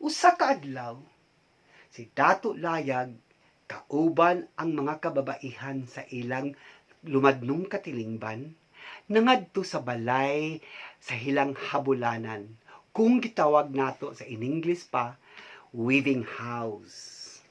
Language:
Cebuano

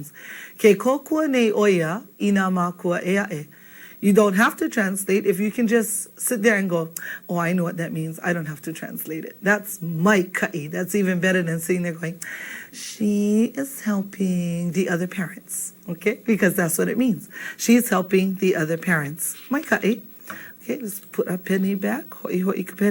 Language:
Hawaiian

